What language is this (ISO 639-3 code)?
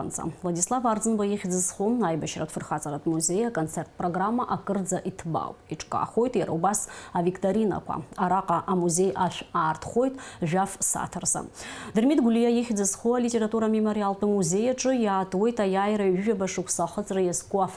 abk